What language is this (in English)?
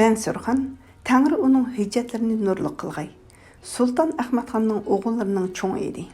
Uyghur